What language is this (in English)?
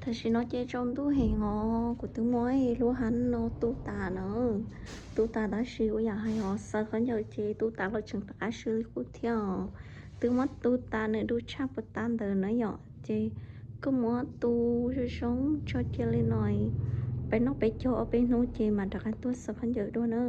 Hmong